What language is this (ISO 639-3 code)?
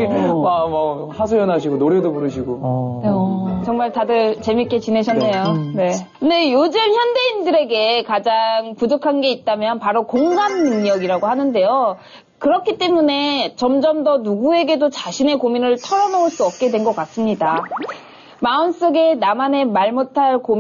kor